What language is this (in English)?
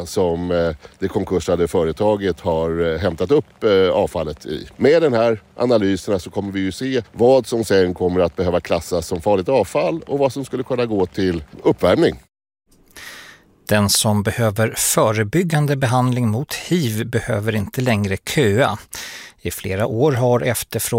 Swedish